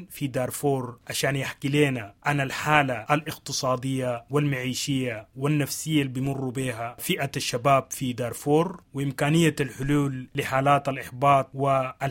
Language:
Sudanese Arabic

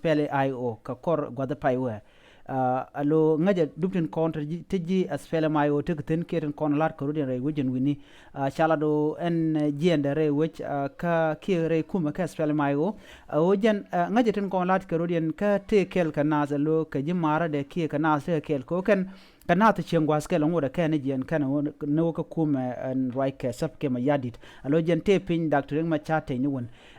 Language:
Nuer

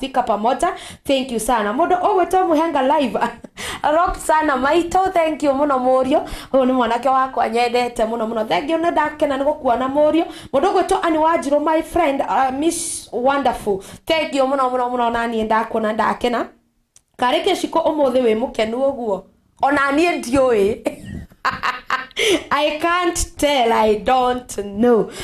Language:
Kikuyu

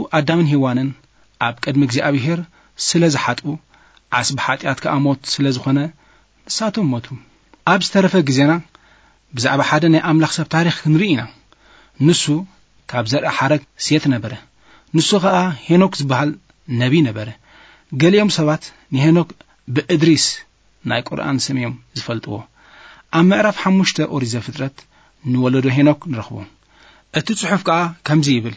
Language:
Tigrinya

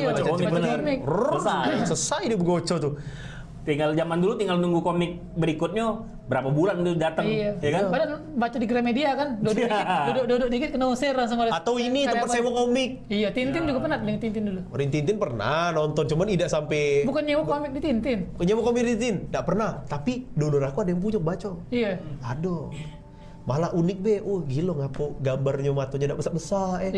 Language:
Musi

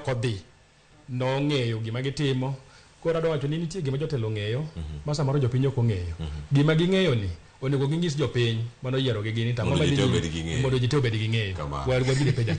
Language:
Luo (Kenya and Tanzania)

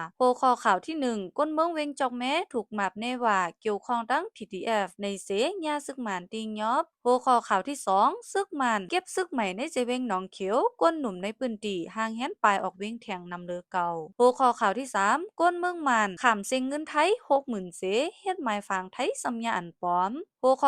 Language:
Shan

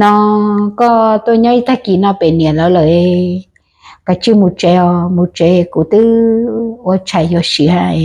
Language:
Hmong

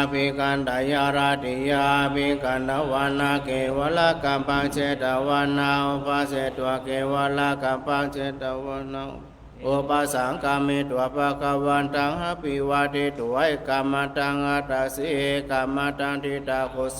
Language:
Pali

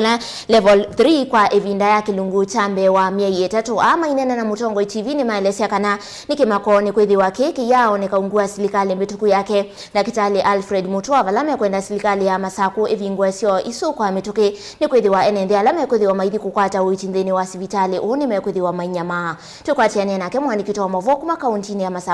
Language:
Kamba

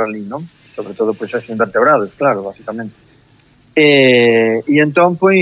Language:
Galician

